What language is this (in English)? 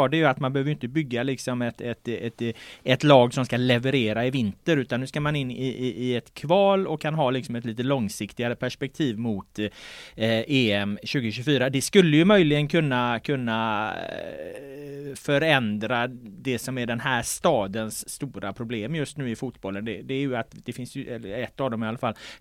Swedish